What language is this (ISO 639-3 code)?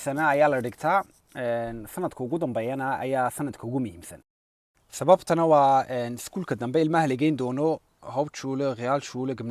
som